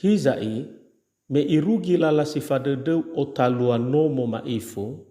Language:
Nias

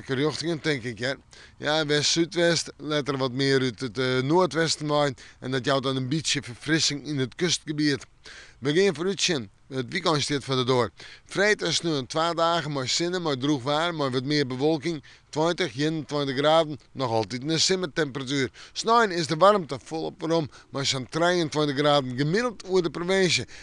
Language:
Western Frisian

